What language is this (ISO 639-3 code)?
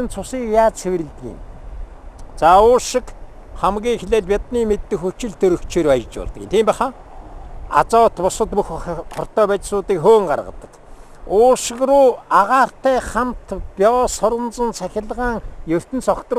mon